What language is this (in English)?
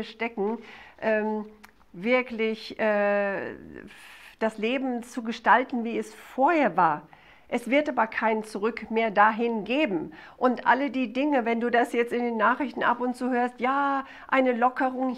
German